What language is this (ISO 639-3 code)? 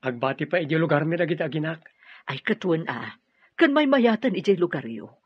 ilo